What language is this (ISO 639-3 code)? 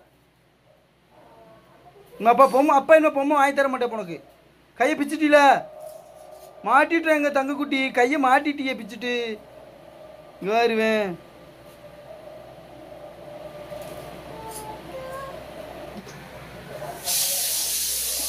tam